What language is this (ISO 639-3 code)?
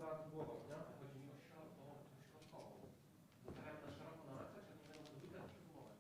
szl